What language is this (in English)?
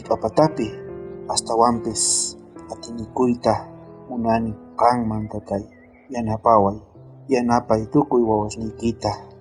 South Bolivian Quechua